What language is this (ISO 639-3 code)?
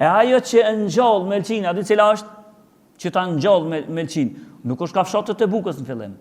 sqi